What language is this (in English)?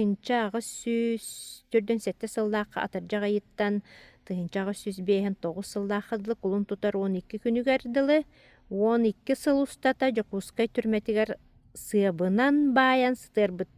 Yakut